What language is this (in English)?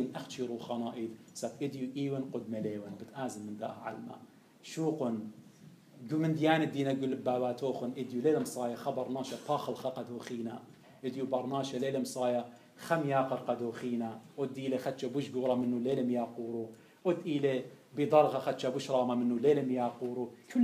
Assyrian Neo-Aramaic